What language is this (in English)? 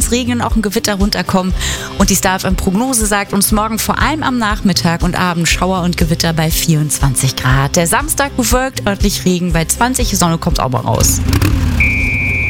German